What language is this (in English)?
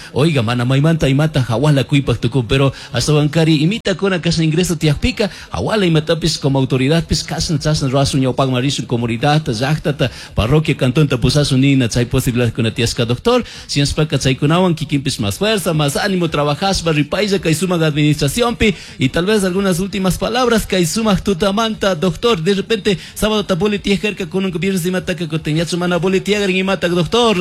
Chimborazo Highland Quichua